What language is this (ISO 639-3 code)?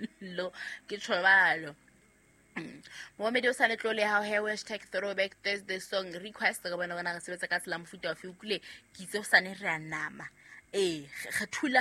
sot